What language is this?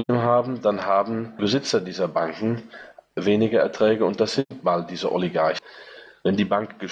German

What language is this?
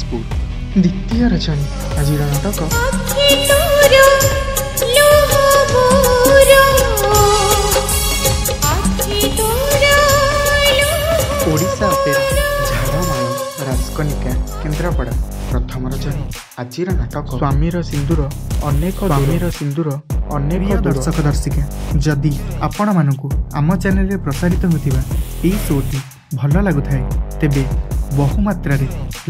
Odia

